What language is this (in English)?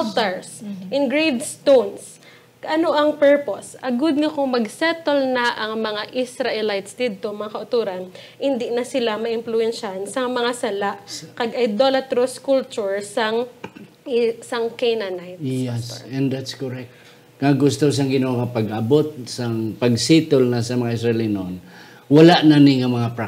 Hiligaynon